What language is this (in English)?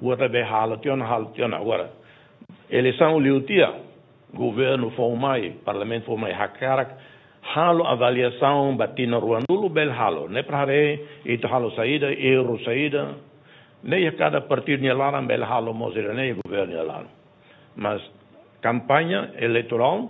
Tetum